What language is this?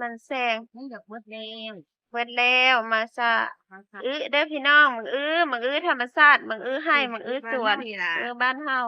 Northeastern Thai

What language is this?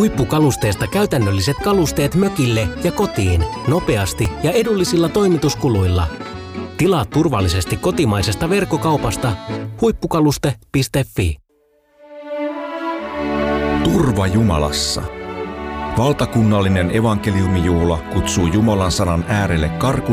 Finnish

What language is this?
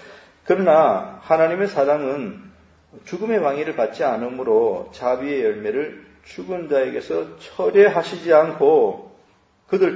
Korean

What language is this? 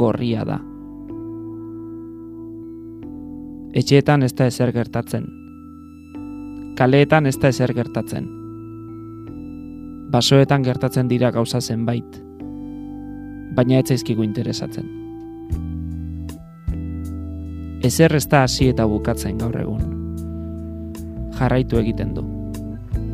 Basque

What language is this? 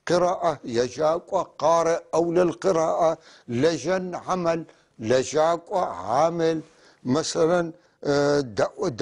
North Levantine Arabic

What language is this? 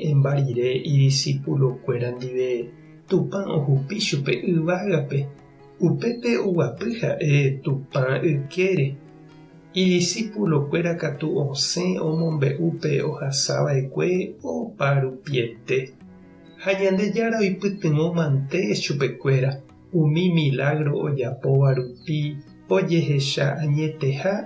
Guarani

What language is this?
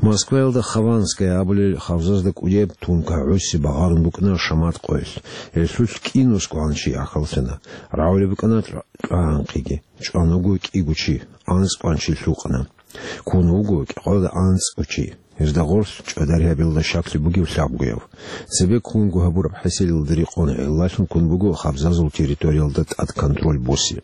Avaric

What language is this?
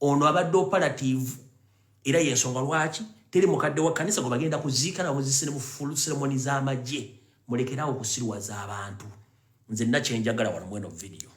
Ganda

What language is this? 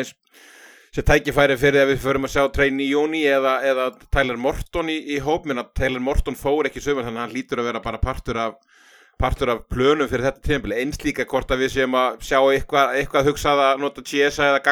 Icelandic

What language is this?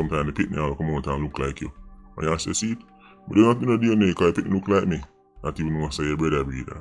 Jamaican Creole English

